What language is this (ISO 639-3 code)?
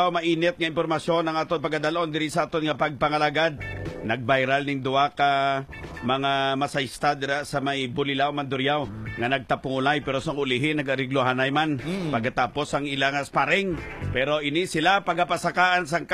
hil